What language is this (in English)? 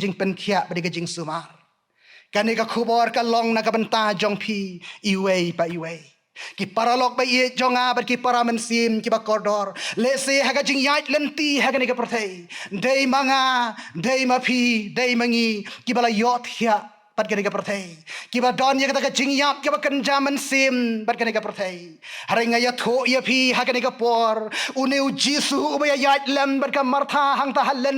Khasi